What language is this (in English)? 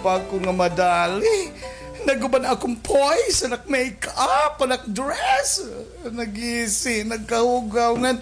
Waray